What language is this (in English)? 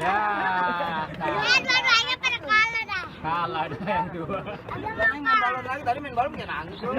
Betawi